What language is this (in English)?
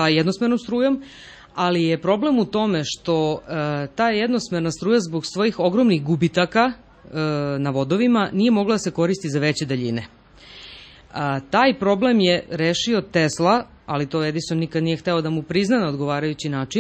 Serbian